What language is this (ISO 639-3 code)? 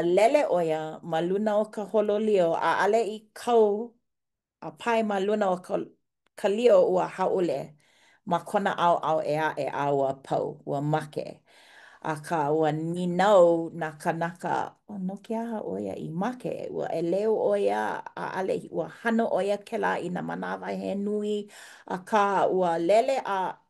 haw